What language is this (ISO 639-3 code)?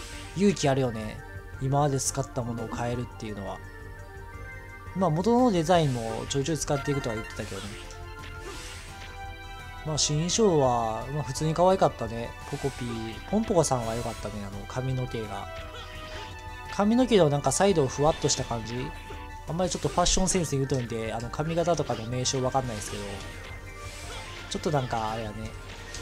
jpn